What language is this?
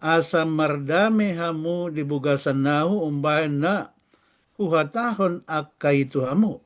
Batak Toba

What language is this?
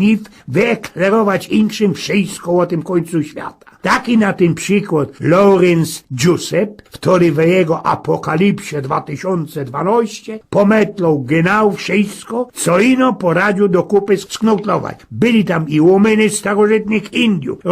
Silesian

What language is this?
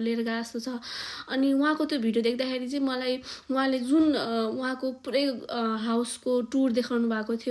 Nepali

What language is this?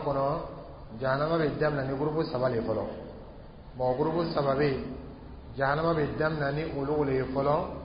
Dyula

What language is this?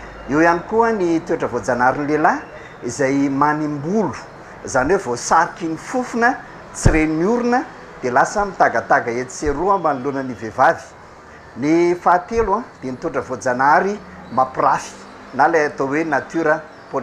Malagasy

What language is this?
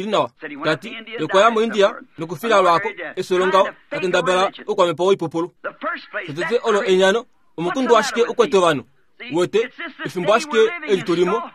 Kuanyama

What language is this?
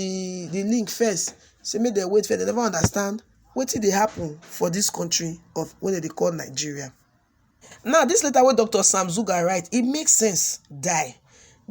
Nigerian Pidgin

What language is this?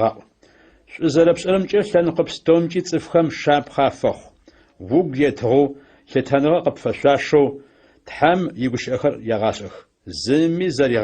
Adyghe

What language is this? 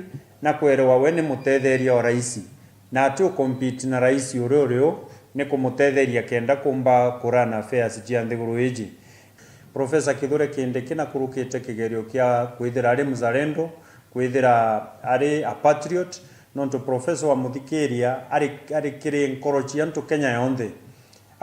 Meru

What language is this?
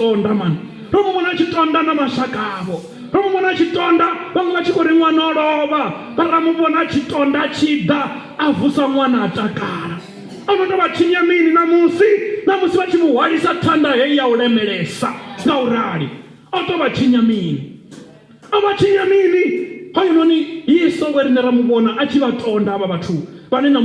Venda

